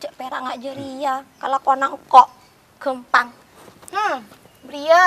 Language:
Madurese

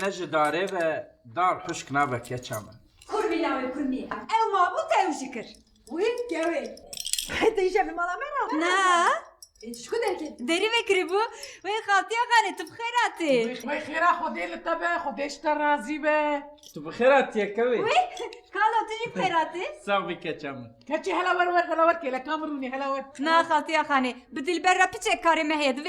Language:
Kurdish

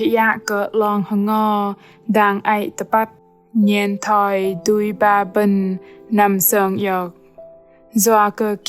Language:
Bahnar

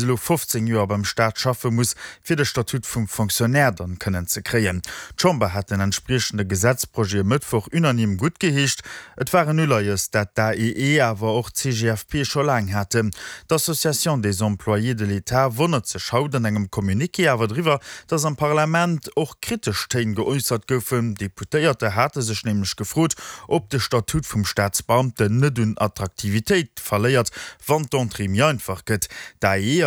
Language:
Luxembourgish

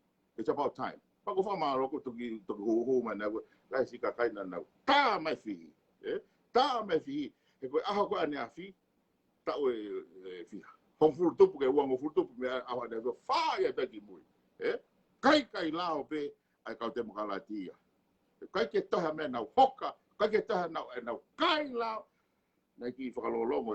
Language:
Tongan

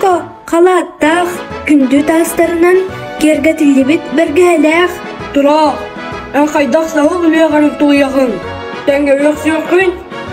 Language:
Yakut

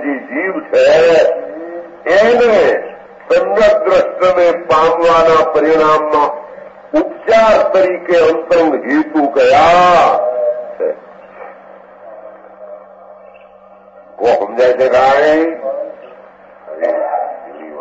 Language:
Gujarati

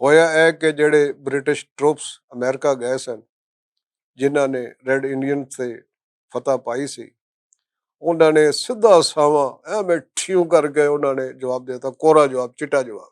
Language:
Western Panjabi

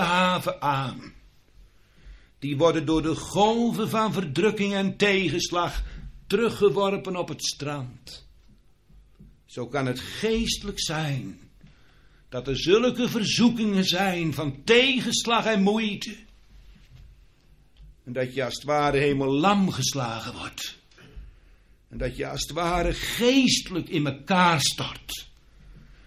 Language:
Dutch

